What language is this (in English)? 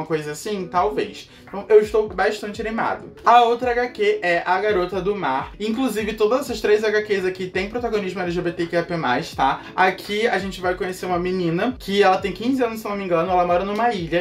Portuguese